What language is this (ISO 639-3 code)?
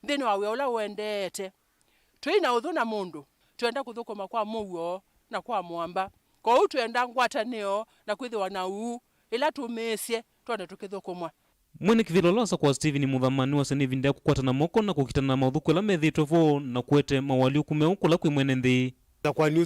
kam